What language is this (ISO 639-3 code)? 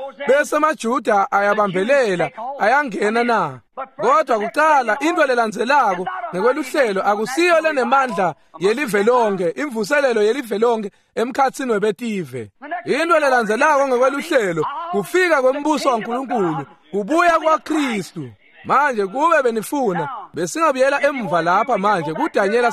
ssw